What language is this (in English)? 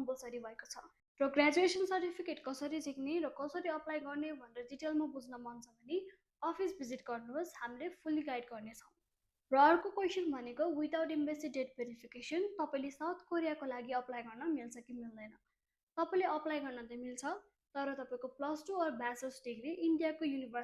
Nepali